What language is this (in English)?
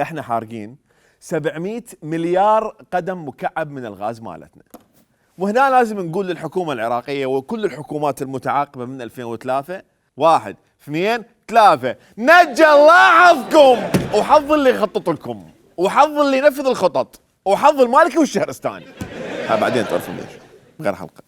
Mesopotamian Arabic